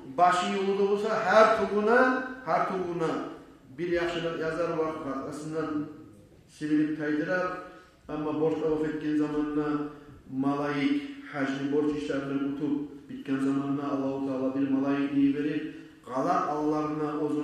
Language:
Kumyk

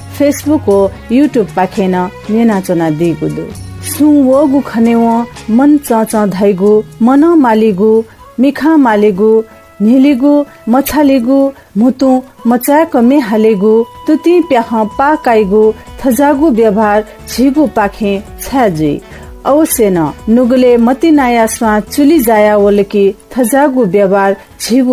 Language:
Newari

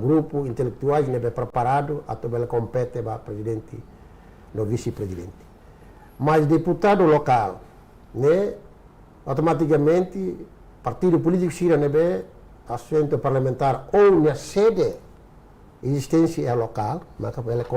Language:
Tetum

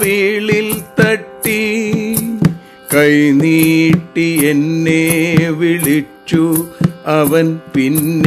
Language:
Malayalam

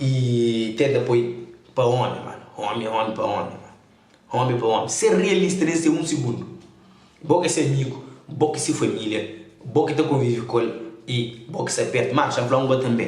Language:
Kabuverdianu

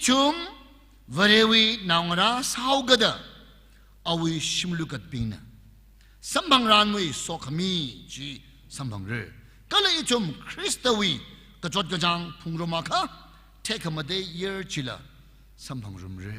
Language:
Tangkhul Naga (India)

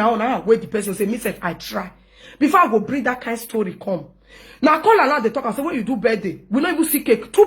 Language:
Nigerian Pidgin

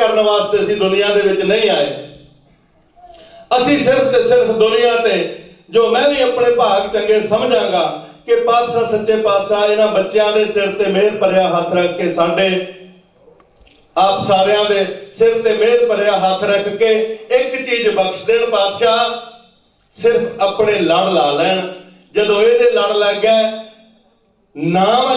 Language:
Punjabi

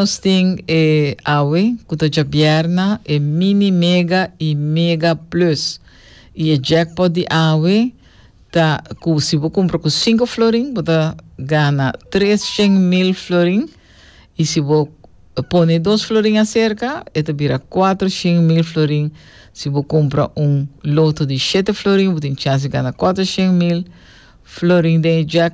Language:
Papiamento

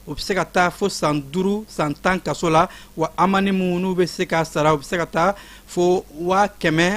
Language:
Bambara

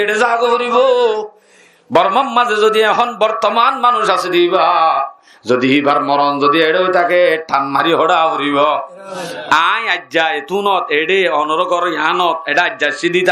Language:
Rohingya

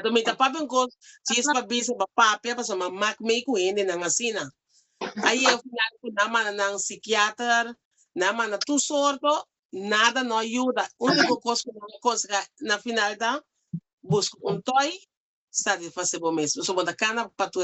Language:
Papiamento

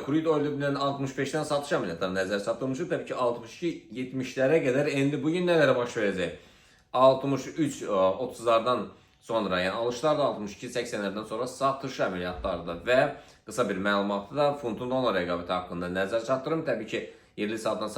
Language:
Azerbaijani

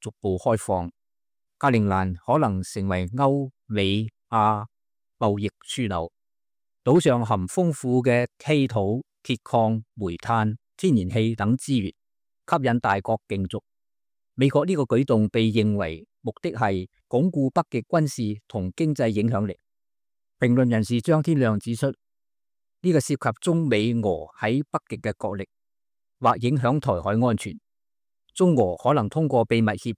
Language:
Cantonese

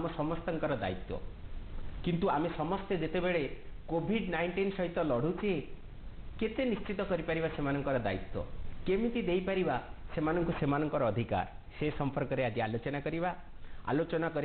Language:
Odia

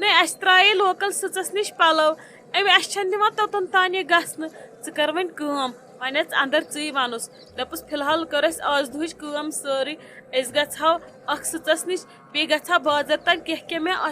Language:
Kashmiri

